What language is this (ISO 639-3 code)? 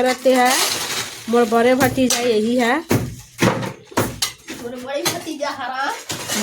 hne